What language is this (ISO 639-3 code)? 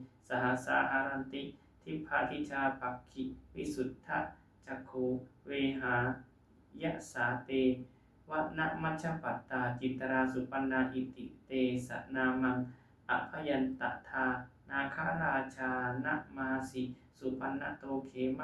pli